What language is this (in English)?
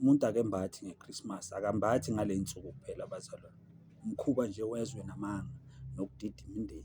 Zulu